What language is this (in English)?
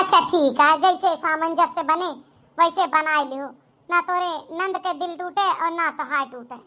Awadhi